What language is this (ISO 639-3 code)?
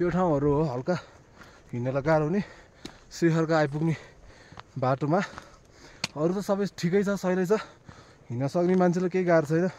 nep